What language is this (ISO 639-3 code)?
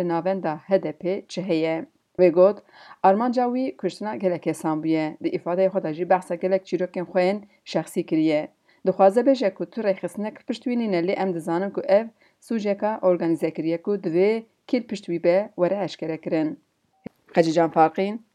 kur